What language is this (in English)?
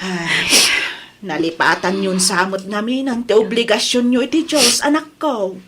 Iloko